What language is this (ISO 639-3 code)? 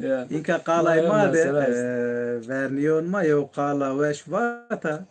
zza